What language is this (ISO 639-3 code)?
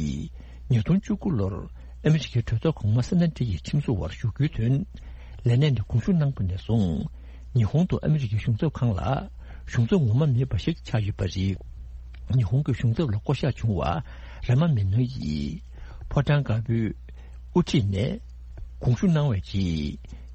bod